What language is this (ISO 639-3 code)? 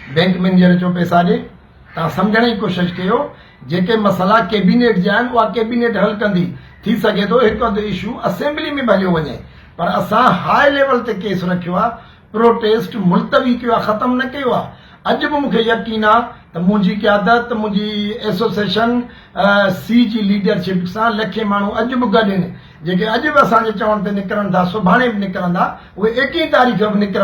snd